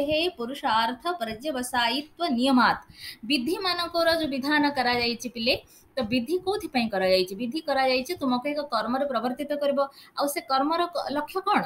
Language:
Odia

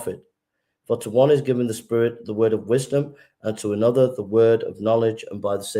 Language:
English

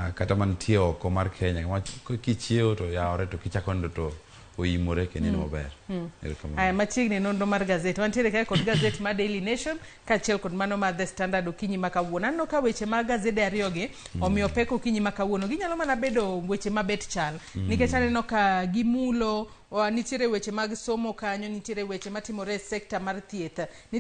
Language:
Luo (Kenya and Tanzania)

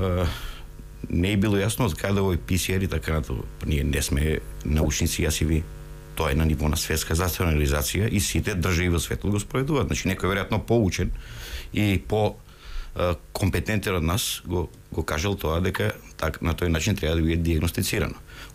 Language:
Macedonian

